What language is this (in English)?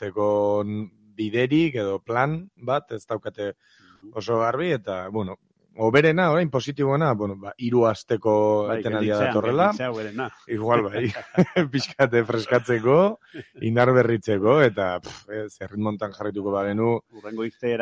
Basque